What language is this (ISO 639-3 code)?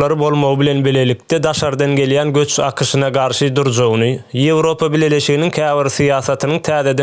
tuk